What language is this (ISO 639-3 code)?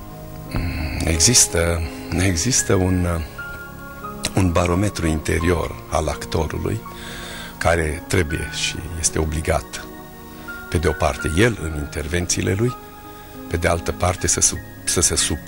ron